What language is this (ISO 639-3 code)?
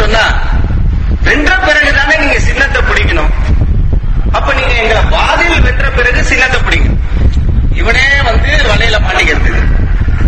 tam